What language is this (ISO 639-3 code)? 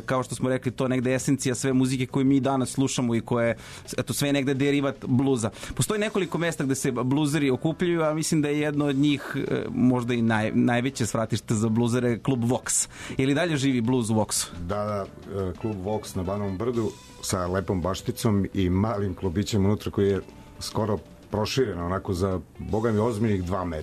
srp